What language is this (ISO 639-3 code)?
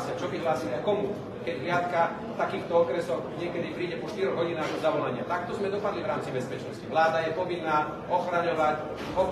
slk